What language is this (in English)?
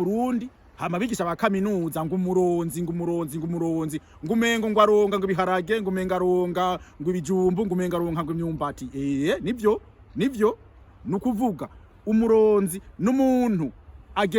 Rundi